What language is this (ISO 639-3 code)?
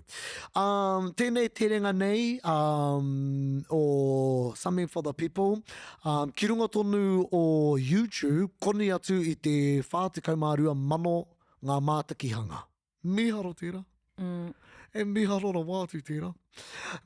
mri